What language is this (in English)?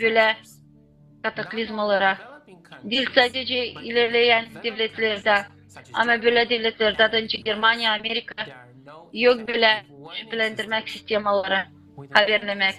Gagauz